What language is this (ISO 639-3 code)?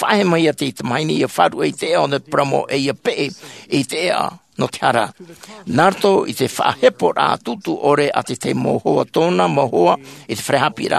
tah